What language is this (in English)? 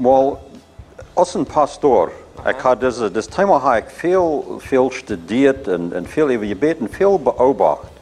Plautdietsch